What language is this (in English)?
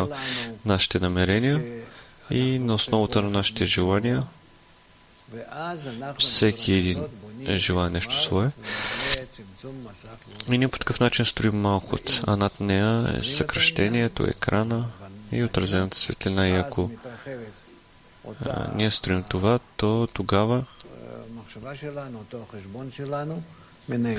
Bulgarian